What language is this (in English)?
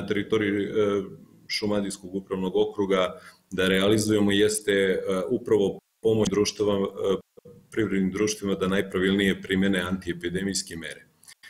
Serbian